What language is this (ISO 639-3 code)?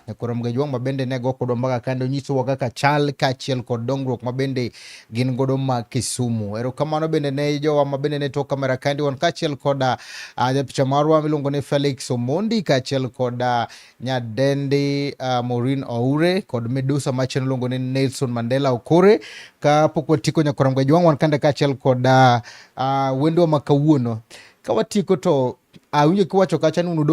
luo